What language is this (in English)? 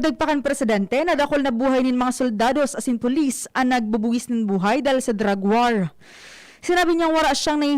Bikol